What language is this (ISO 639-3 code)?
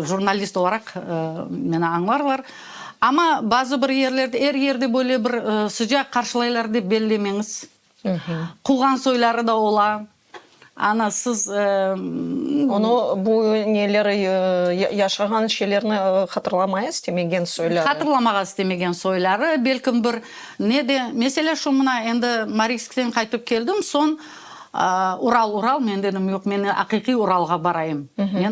crh